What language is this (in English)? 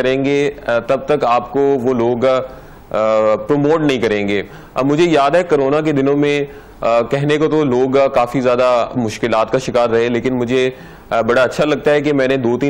Hindi